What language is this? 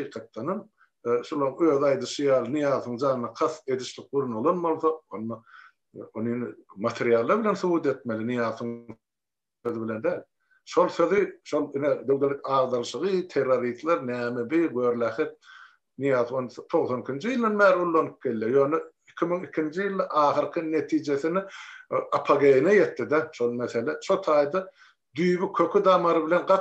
Turkmen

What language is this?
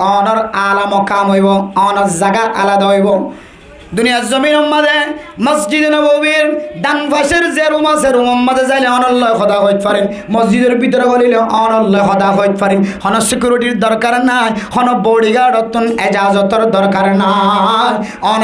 Rohingya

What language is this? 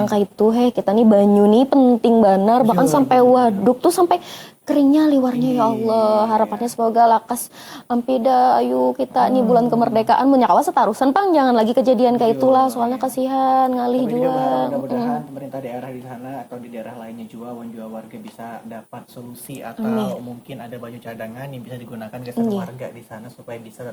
Banjar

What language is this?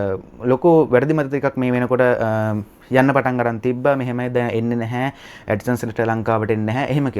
Sinhala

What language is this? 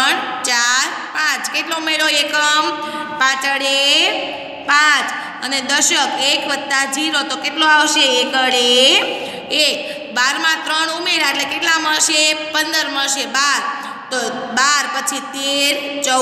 Gujarati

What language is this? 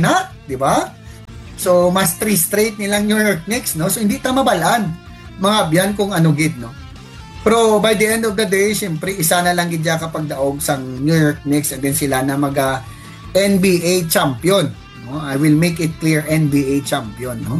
Hiligaynon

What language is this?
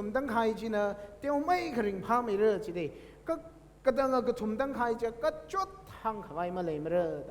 Tangkhul Naga (India)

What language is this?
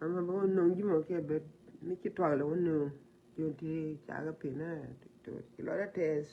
Nuer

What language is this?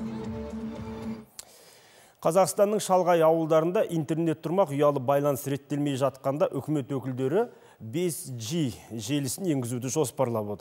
Kazakh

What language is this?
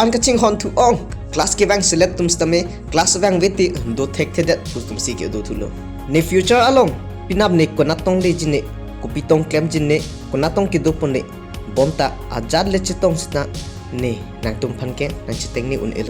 Karbi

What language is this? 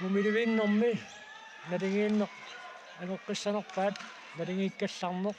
Kalaallisut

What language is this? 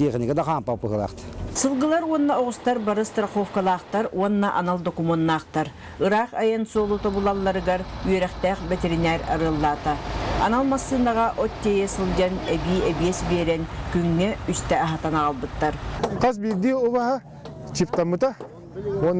Tatar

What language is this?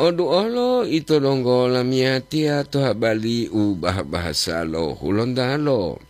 Gorontalo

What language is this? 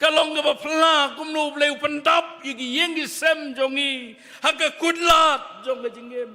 Khasi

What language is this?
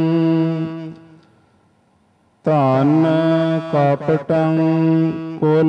Punjabi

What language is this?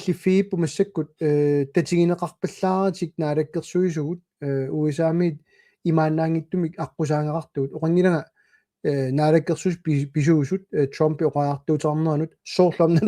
Kalaallisut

